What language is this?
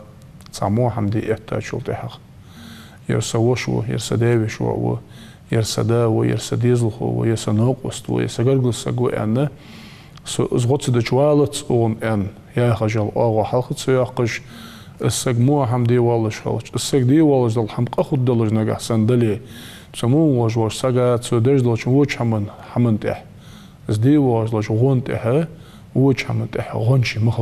Ingush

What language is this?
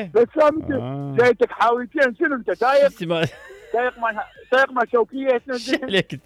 Mesopotamian Arabic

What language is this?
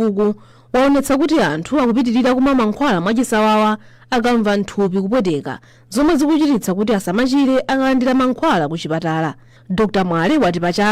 Nyanja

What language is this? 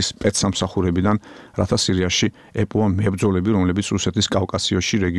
Georgian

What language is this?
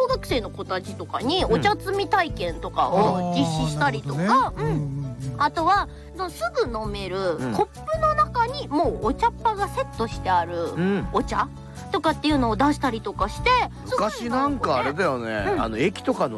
Japanese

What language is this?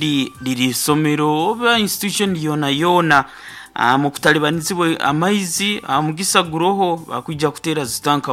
Nyoro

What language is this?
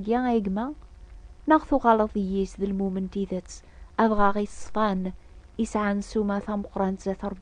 Kabyle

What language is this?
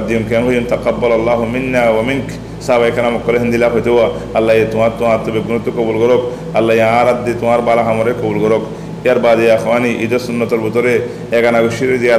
Rohingya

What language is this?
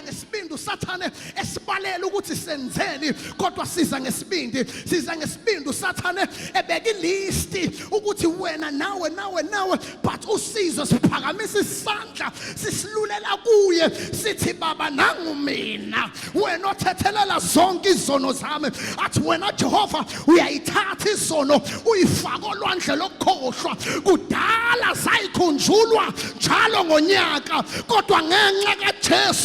Zulu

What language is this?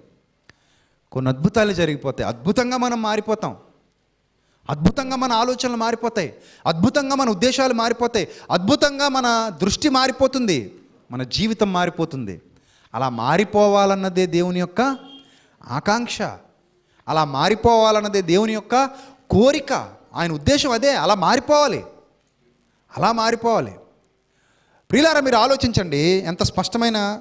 Telugu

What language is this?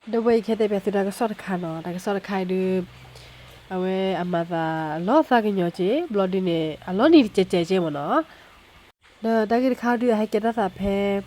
S'gaw Karen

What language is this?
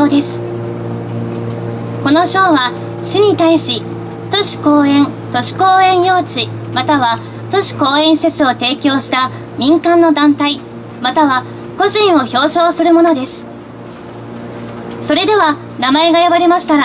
Japanese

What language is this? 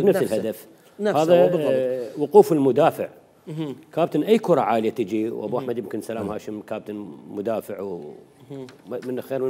Mesopotamian Arabic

